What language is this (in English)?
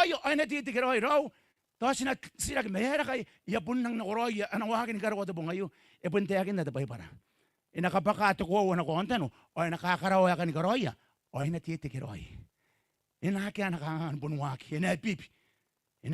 Gilbertese